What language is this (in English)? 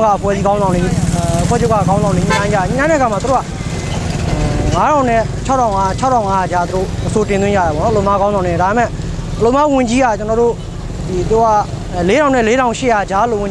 Burmese